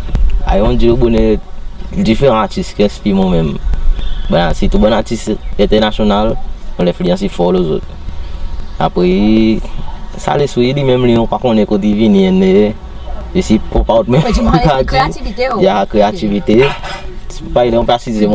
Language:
Seselwa Creole French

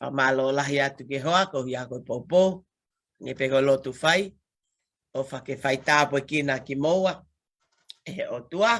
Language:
Tongan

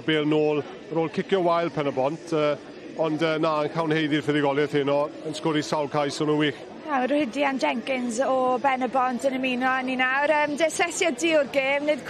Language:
Welsh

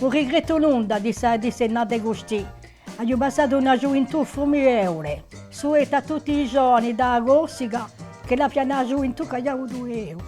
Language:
Corsican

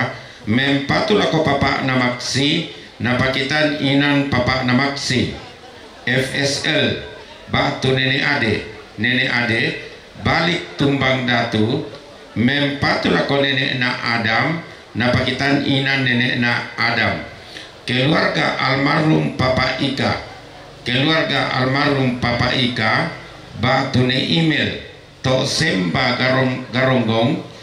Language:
Toraja-Sa'dan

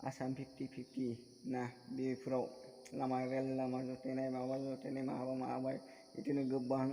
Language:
Bodo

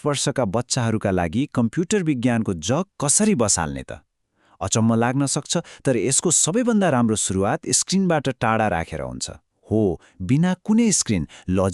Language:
Nepali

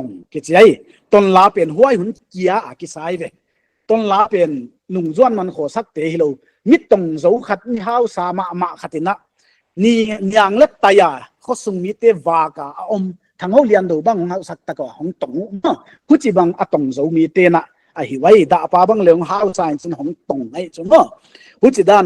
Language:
Paite Chin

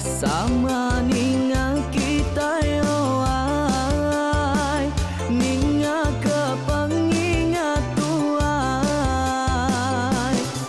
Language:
Iban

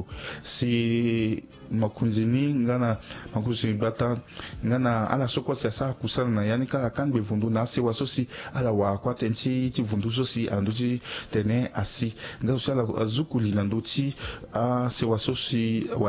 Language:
Sango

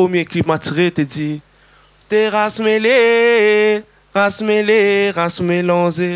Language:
Réunion Creole French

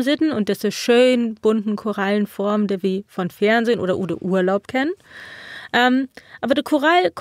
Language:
Low German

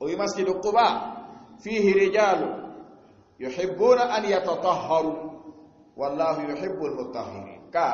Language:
Fula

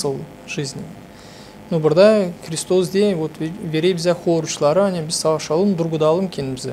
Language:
Gagauz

